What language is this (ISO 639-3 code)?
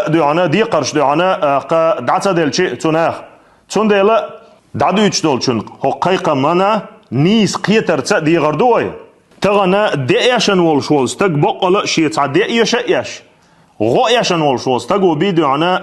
che